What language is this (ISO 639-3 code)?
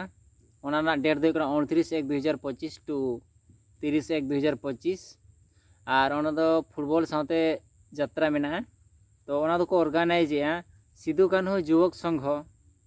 sat